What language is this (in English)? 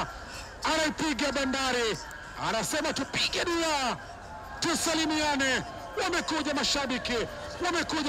Swahili